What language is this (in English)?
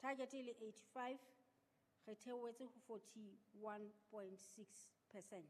Southern Sotho